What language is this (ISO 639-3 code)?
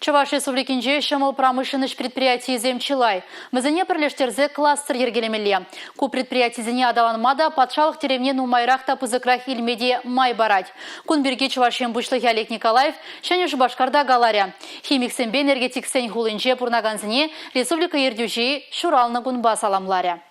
chv